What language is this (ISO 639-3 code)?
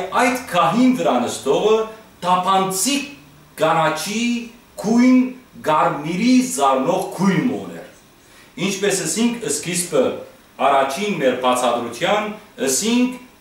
hyw